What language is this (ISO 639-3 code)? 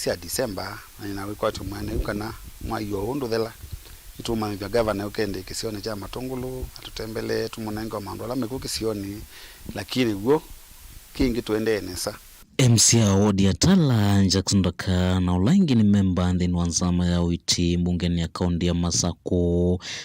kam